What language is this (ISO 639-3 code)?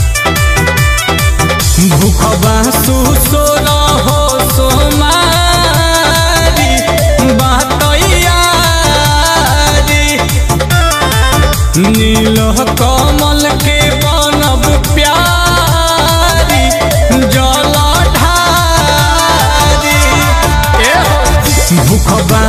bho